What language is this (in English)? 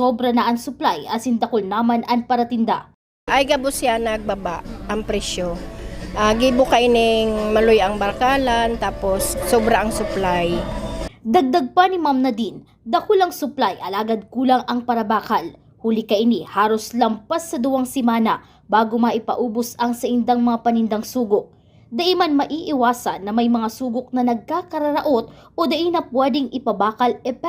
Bikol